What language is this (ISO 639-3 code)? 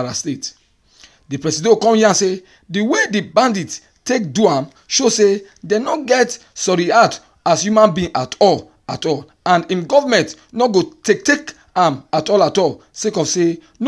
pcm